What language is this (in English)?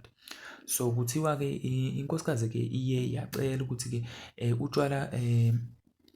Zulu